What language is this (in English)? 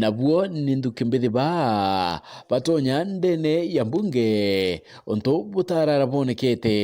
Meru